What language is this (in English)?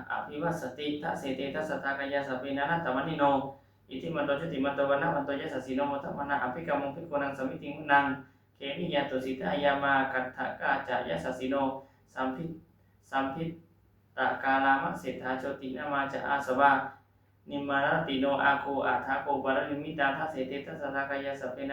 Pali